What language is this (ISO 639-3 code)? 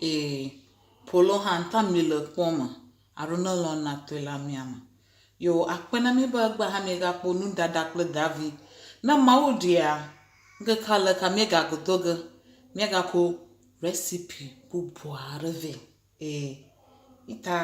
ewe